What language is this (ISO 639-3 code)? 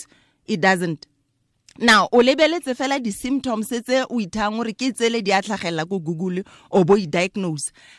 tsn